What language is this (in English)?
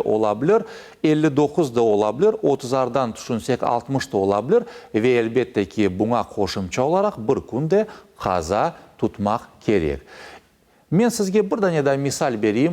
Crimean Tatar